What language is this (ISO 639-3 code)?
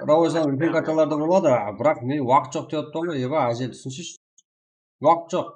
kaa